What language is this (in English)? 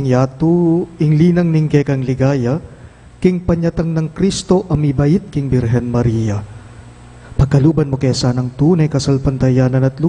Pampanga